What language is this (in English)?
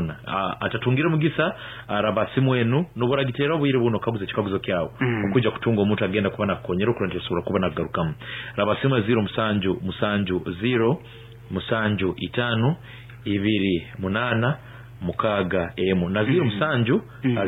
Nyankole